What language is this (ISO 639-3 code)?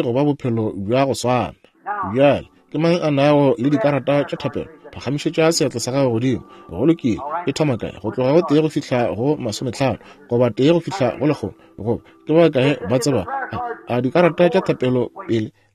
nso